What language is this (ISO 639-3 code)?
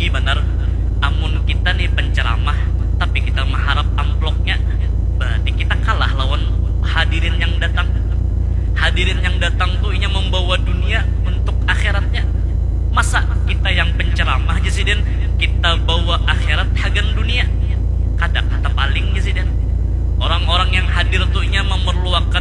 bjn